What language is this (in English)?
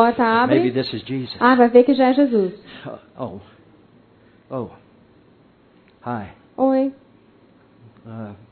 Portuguese